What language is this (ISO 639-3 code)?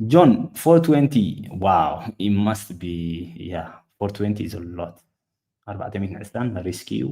tir